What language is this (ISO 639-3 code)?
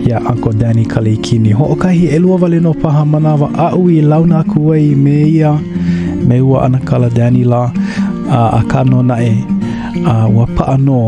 haw